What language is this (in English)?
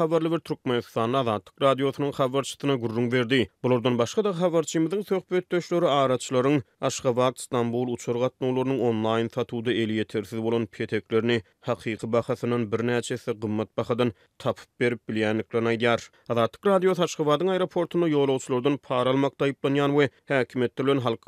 Turkmen